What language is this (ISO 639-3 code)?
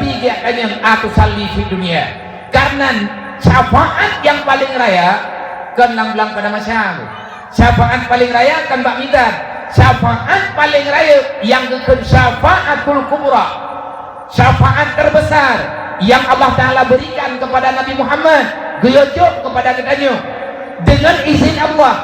ace